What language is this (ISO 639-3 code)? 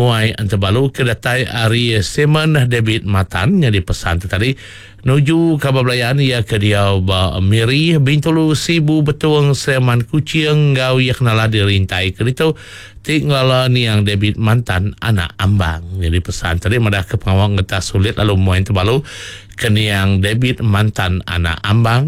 iba